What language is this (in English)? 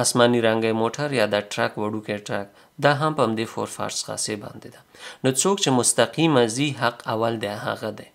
Pashto